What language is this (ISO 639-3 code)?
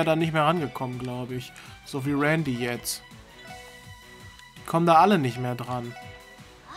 deu